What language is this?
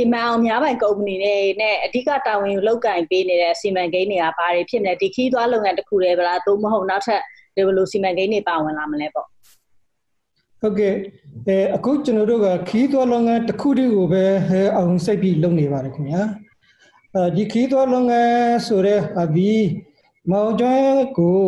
Burmese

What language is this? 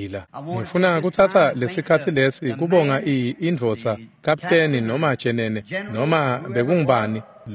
Swati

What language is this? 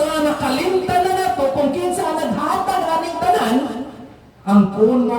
Cebuano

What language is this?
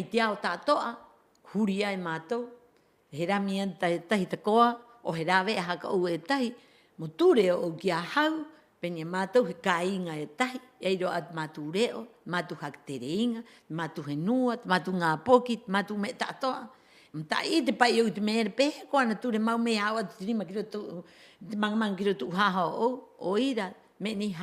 Rapanui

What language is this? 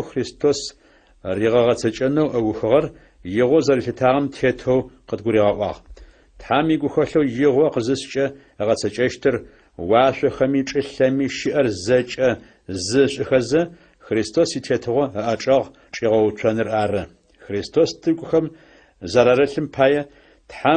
Adyghe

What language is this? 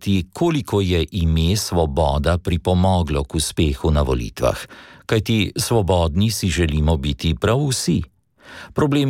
Slovenian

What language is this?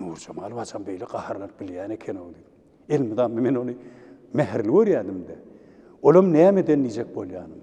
Turkmen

